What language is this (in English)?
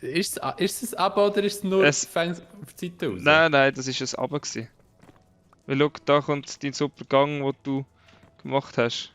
Swiss German